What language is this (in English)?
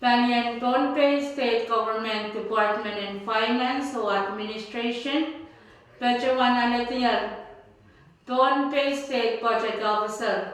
Pohnpeian